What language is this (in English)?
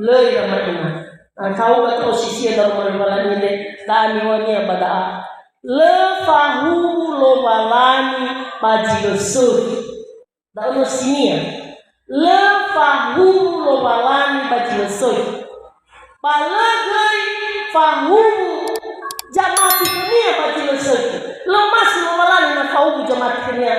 Nias